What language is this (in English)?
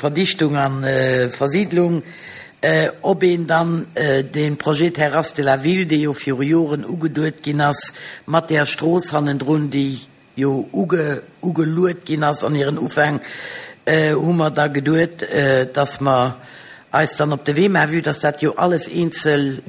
Luxembourgish